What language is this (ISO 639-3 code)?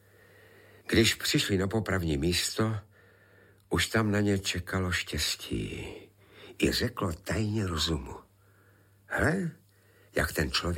ces